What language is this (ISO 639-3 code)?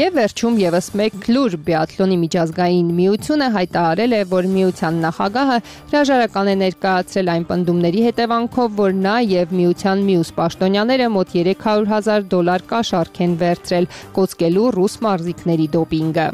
hye